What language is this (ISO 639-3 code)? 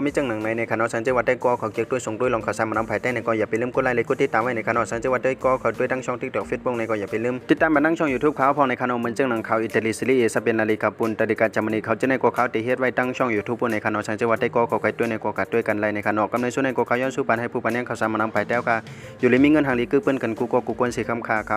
shn